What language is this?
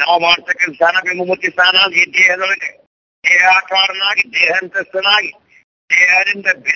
Kannada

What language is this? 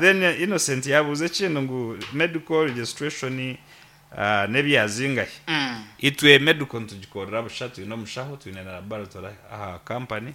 Nyankole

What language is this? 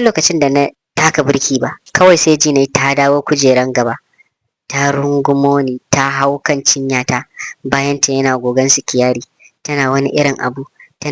Hausa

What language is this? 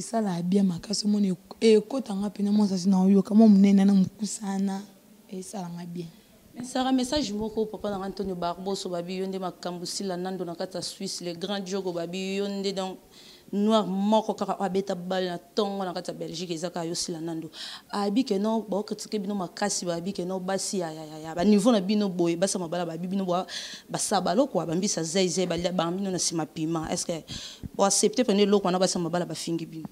Lingala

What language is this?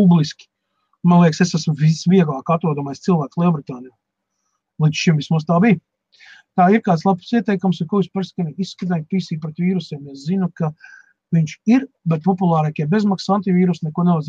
Latvian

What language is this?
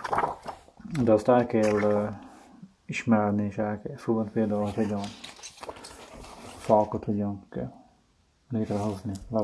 Hungarian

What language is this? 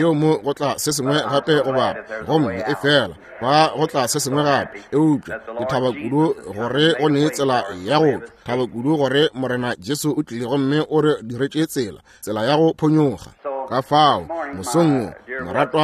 Northern Sotho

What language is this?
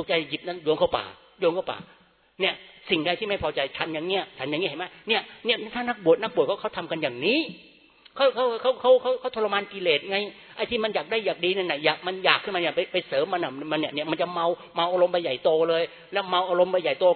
Thai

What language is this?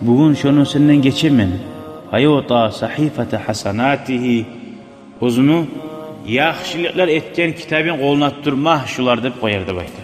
Kumyk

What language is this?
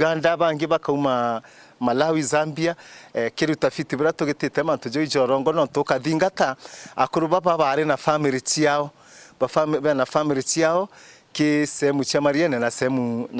Meru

